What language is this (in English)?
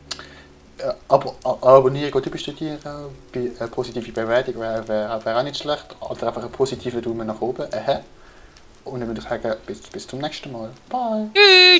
Swiss German